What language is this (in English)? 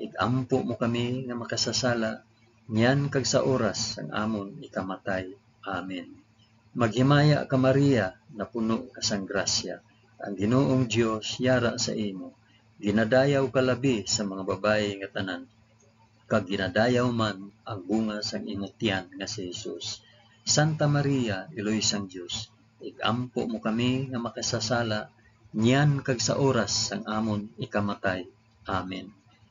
Hiligaynon